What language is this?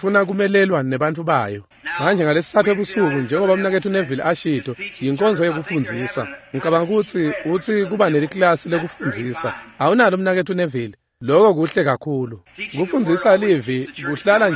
Swati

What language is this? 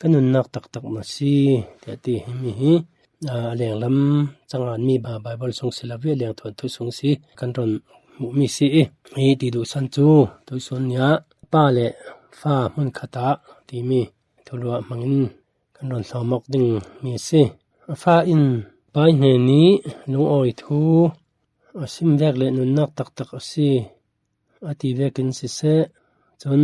Falam Chin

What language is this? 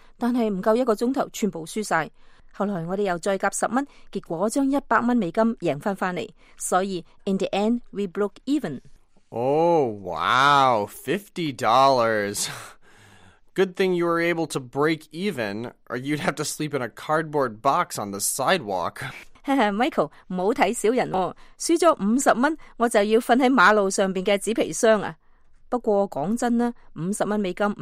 Cantonese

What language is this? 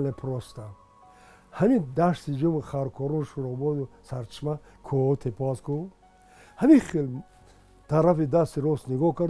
Tajik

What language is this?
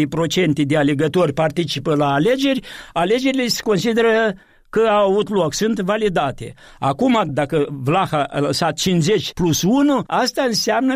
Romanian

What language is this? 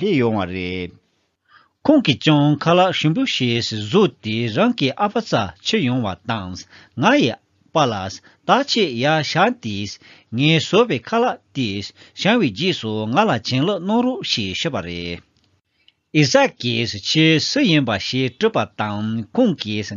Tibetan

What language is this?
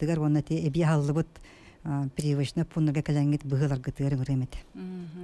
Yakut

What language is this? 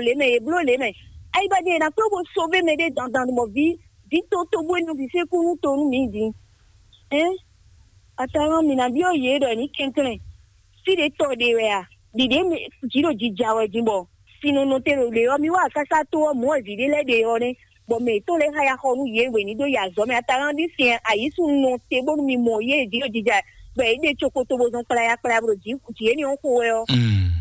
Fon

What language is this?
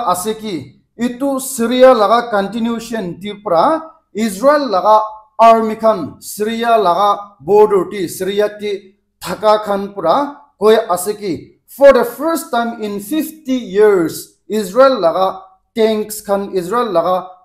Naga Pidgin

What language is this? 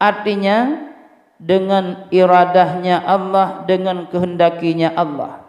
Achinese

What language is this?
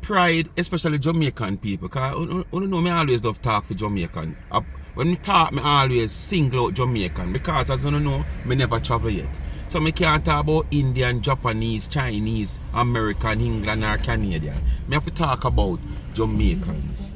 Jamaican Creole English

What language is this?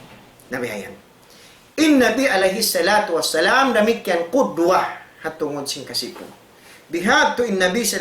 Tausug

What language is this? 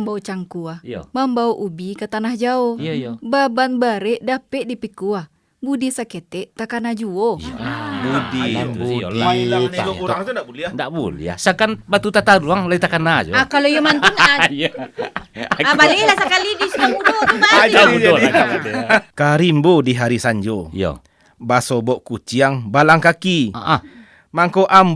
Minangkabau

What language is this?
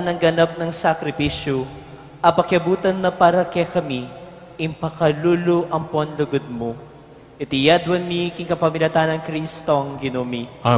Pampanga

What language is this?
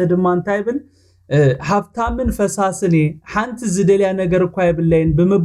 Tigrinya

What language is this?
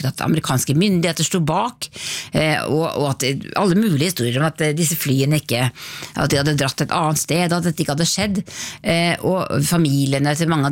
Norwegian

